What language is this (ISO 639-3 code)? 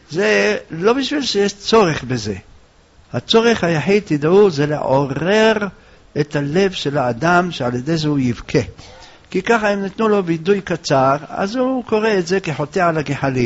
heb